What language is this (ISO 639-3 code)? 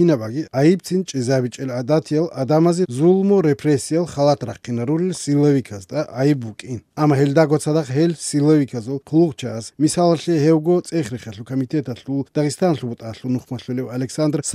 ava